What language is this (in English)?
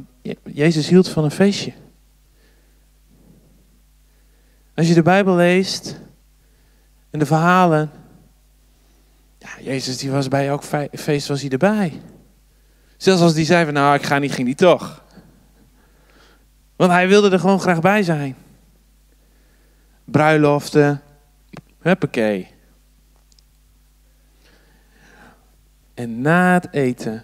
Dutch